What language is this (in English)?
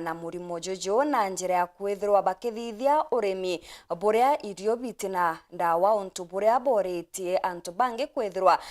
Meru